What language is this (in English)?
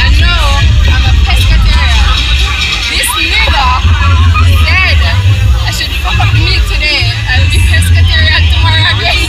Jamaican Creole English